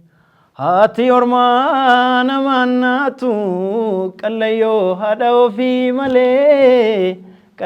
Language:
Oromo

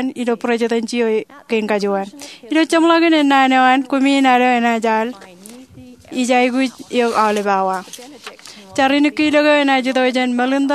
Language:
Marshallese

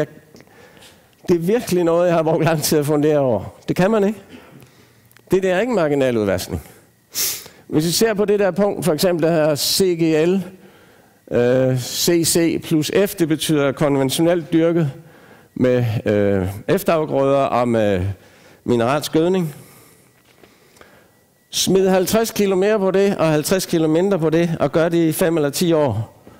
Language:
Danish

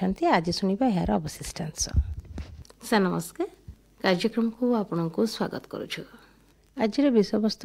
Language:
Odia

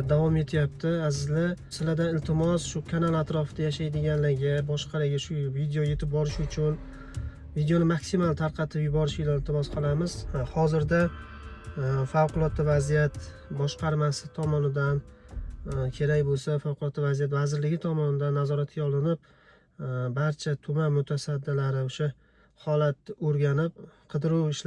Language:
Uzbek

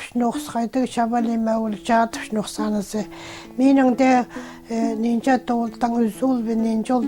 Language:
Khakas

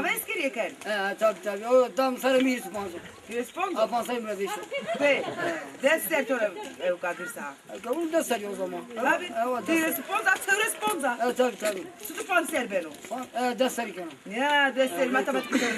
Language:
Zaza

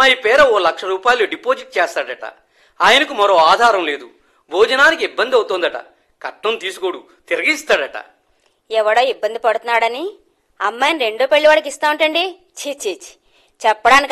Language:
Telugu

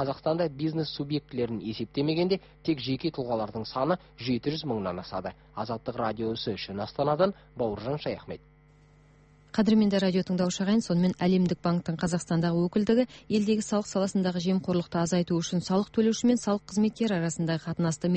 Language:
Kazakh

